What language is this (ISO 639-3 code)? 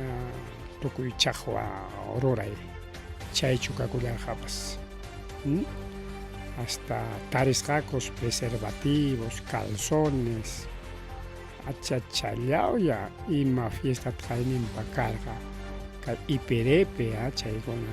quy